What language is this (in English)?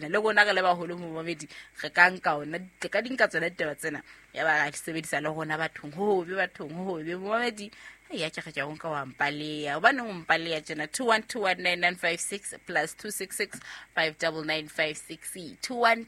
Southern Sotho